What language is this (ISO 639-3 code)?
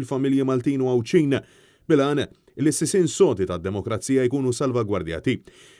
mlt